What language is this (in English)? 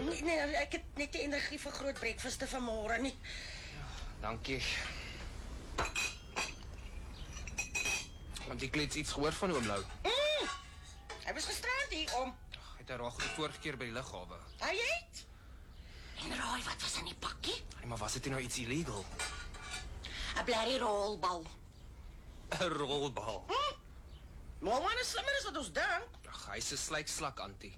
Afrikaans